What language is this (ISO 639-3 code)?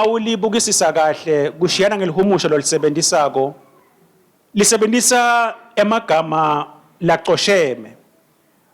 ssw